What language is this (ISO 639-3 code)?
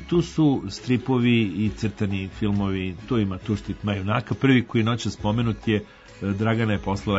srp